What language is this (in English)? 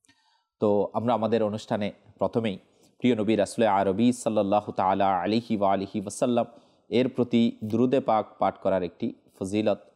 Bangla